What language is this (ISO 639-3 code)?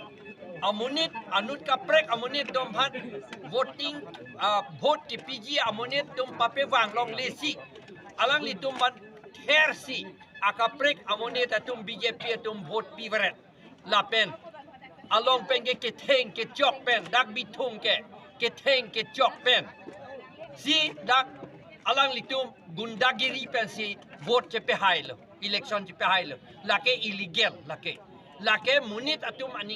mjw